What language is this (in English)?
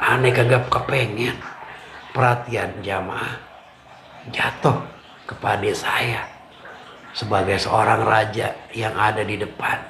Betawi